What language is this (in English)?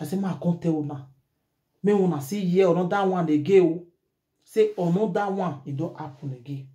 Nigerian Pidgin